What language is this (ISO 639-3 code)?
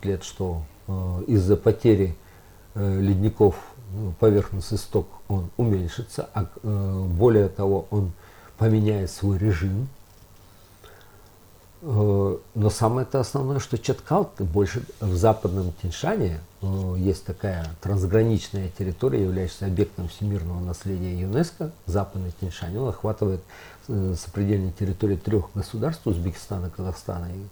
rus